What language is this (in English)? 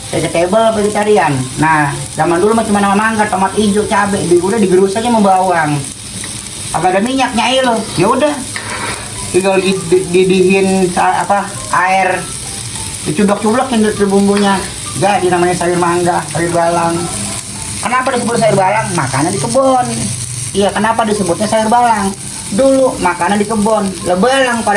Betawi